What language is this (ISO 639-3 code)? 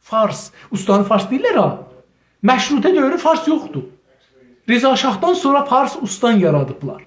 azb